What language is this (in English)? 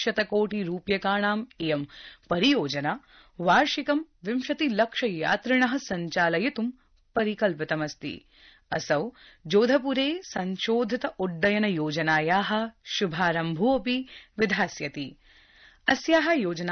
Sanskrit